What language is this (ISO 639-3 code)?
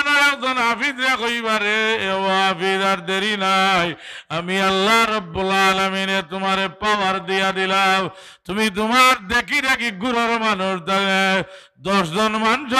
syl